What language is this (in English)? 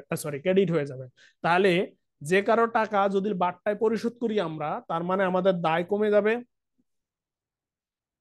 Bangla